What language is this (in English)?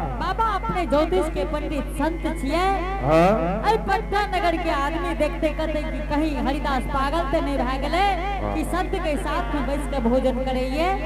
Angika